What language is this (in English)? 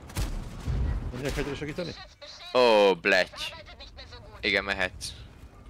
Hungarian